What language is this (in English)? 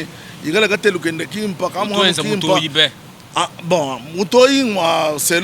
Luba-Lulua